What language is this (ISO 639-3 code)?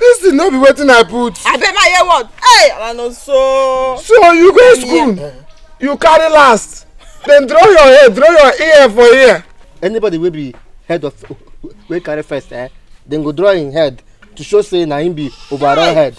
pcm